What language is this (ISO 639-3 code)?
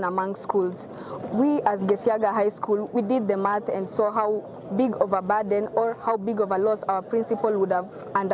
guz